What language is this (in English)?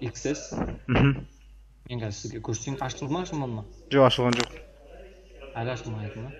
Kazakh